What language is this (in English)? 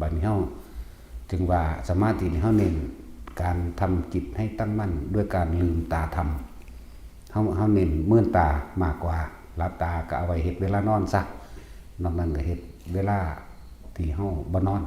Northeastern Thai